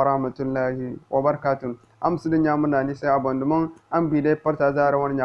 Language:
Zarma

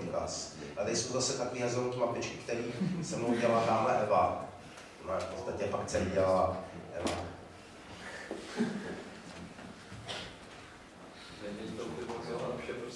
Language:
Czech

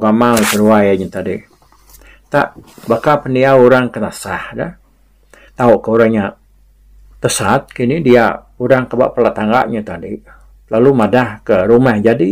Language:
Iban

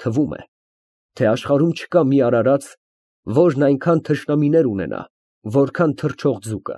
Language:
Armenian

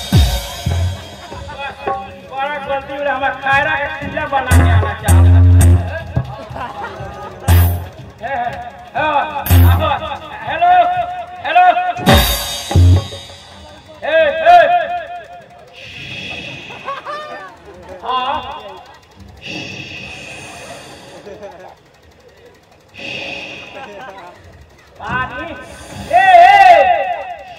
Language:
Bhojpuri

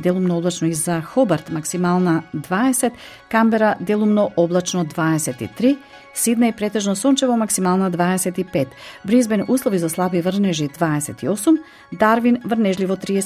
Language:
Macedonian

